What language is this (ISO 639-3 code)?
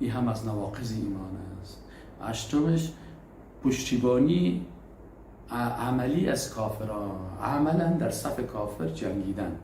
fas